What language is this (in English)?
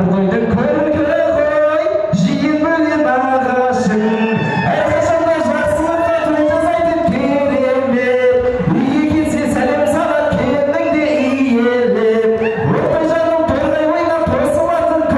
Kazakh